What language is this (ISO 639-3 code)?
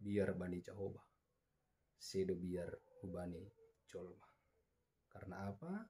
bts